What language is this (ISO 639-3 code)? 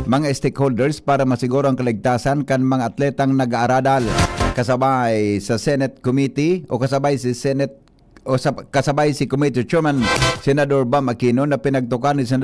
bik